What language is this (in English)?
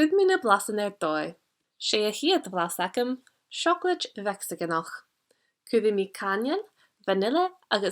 Scottish Gaelic